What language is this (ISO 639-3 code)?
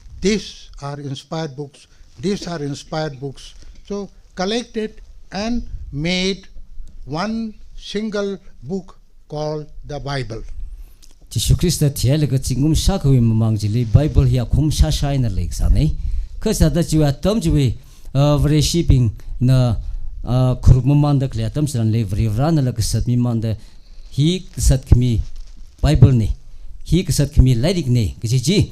nmf